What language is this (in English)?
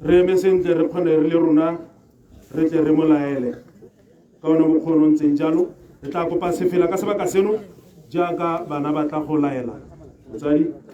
Tswana